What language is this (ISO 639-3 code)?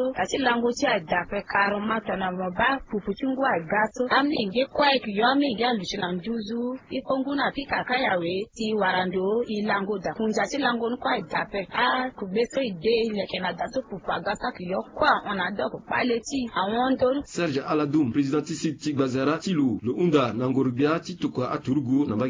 sag